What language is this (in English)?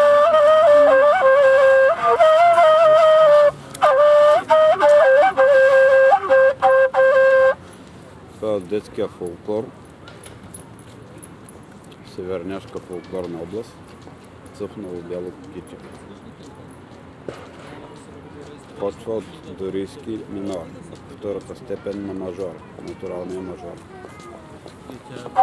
Bulgarian